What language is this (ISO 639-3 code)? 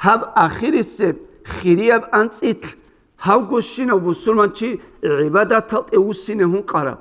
ava